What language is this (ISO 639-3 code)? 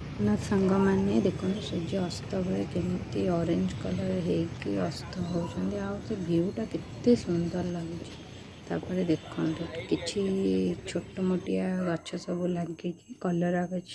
ori